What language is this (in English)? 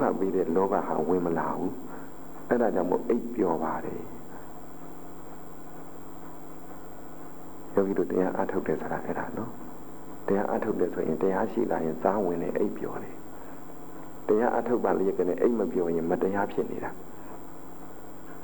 Burmese